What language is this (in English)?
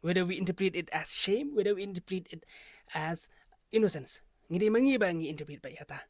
Khasi